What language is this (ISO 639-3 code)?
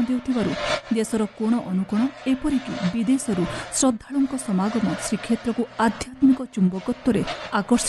ori